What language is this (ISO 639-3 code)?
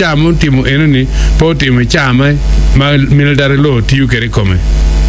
ach